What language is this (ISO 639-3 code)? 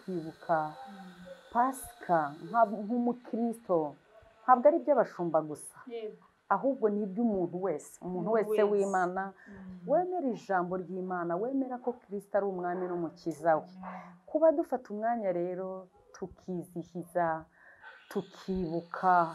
kin